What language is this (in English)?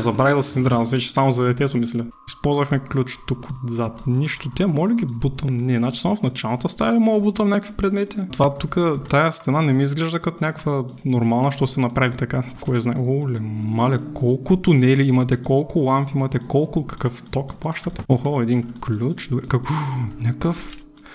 Bulgarian